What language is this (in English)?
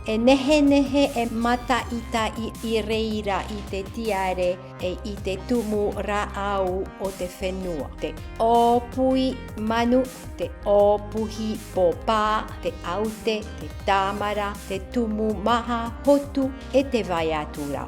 Tahitian